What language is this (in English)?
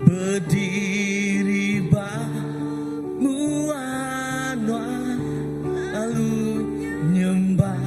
Iban